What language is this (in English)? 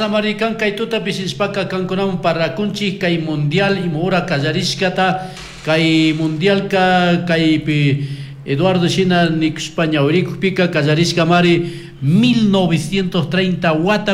Chimborazo Highland Quichua